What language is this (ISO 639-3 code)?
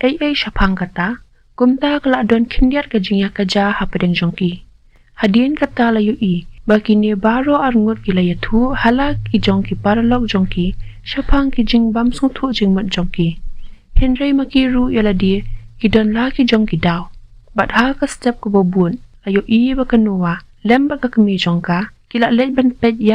kha